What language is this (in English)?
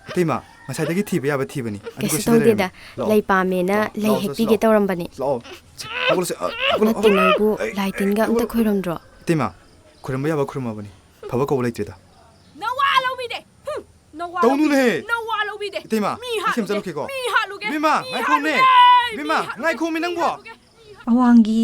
Manipuri